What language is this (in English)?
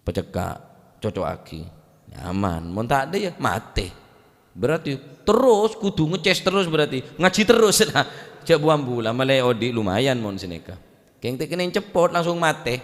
Madurese